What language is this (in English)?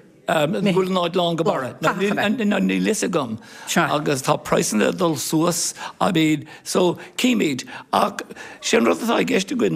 Irish